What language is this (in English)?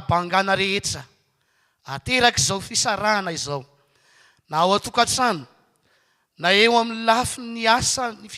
Malagasy